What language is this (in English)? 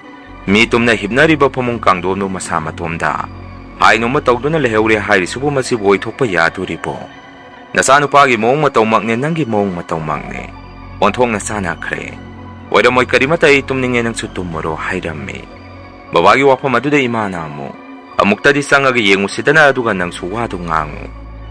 Manipuri